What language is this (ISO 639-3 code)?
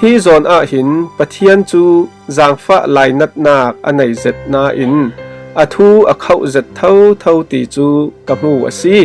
cfm